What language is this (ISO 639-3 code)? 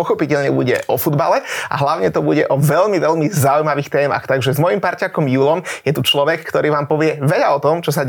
slk